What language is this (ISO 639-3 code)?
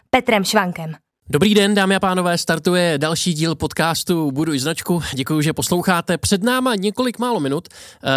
ces